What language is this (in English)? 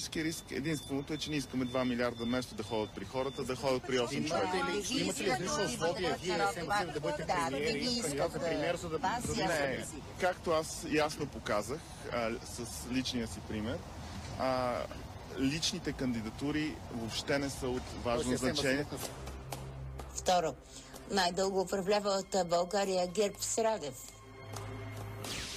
Bulgarian